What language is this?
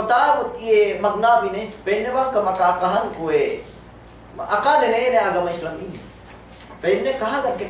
Yakan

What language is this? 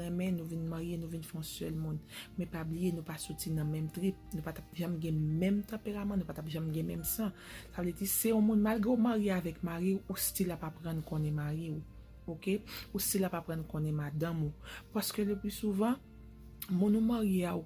Haitian Creole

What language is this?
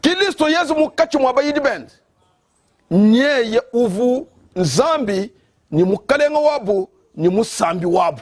Luba-Lulua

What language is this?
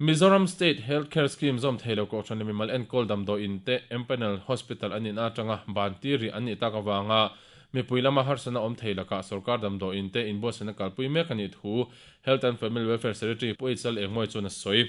Mizo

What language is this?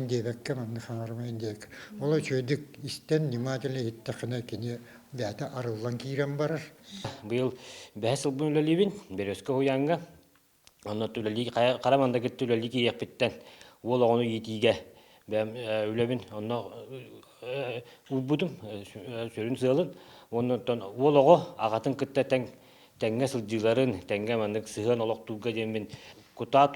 Yakut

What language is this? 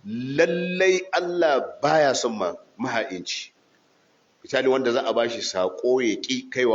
Hausa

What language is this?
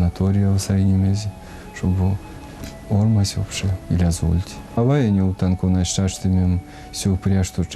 Erzya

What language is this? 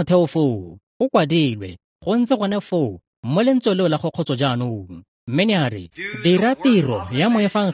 Tswana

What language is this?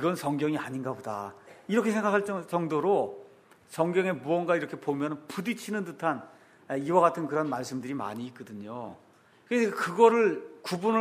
Korean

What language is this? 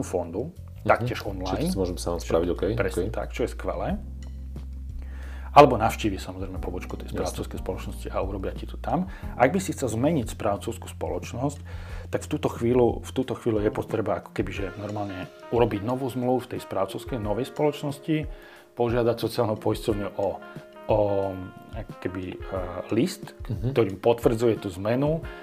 Slovak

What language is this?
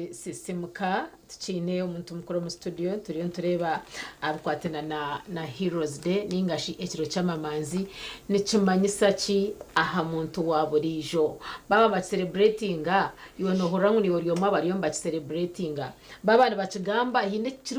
Nyankole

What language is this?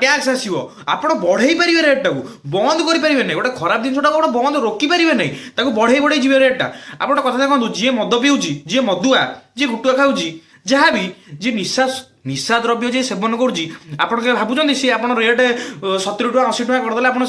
Odia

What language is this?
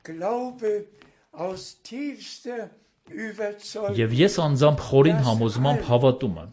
Armenian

